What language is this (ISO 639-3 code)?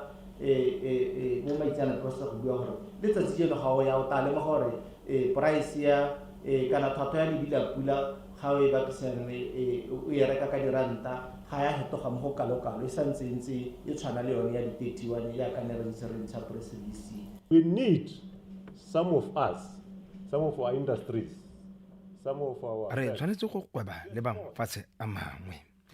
tsn